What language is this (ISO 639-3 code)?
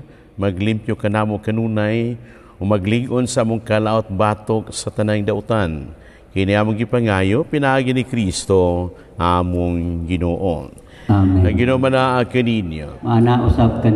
ceb